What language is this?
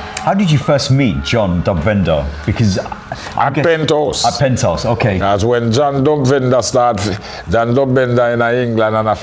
Jamaican Creole English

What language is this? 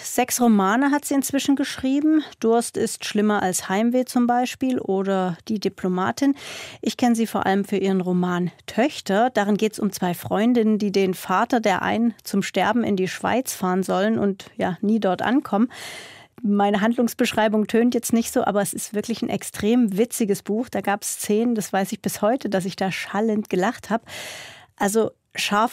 Swiss German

